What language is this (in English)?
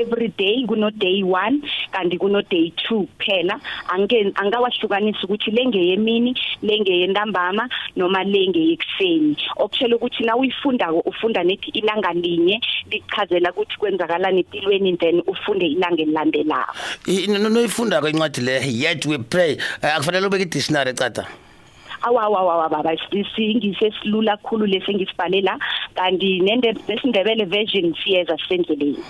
South Ndebele